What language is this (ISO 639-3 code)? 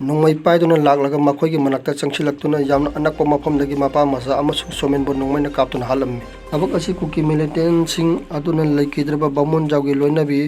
mni